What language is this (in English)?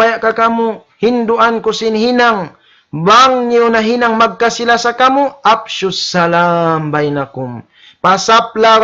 Tausug